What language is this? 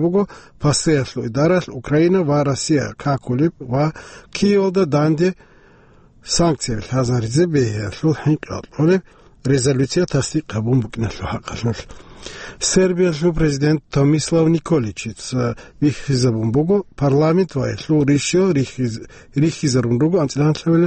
Avaric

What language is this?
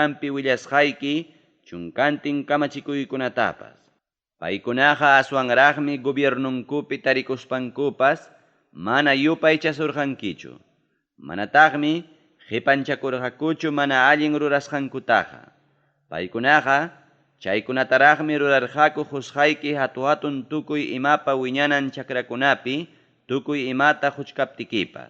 Ayacucho Quechua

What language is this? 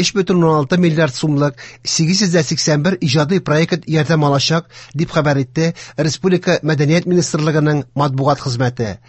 Tatar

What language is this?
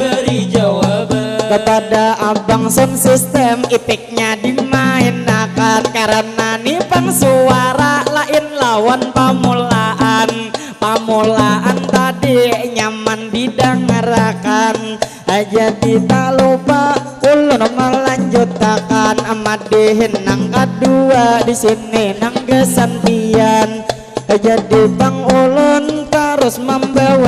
Banjar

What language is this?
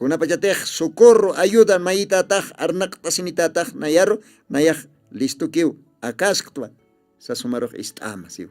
Aymara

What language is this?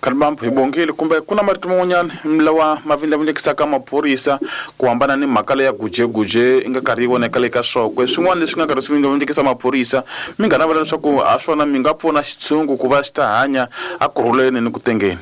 Tsonga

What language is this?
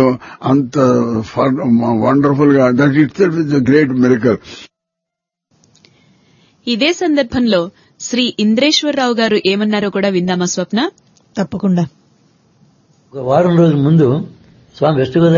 Telugu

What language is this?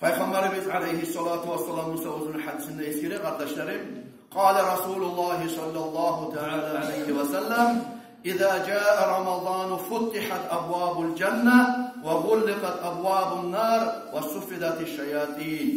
Kumyk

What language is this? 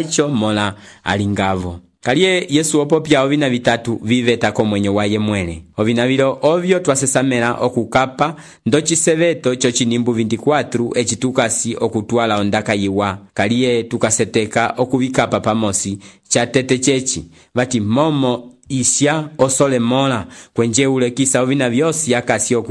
Umbundu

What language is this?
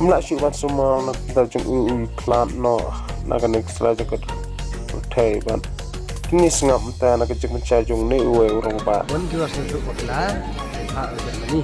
Khasi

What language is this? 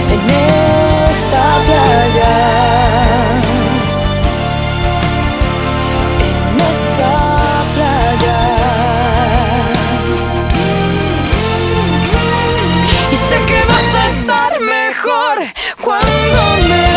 Spanish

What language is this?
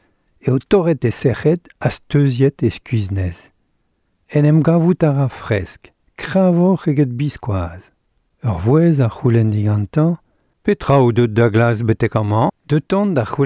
Breton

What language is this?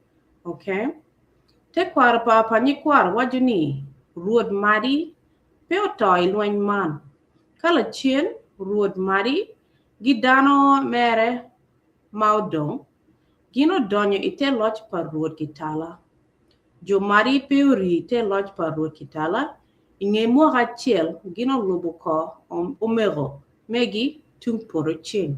Acoli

